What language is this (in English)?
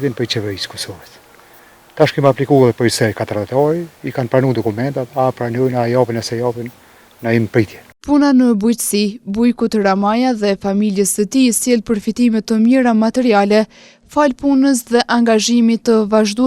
Albanian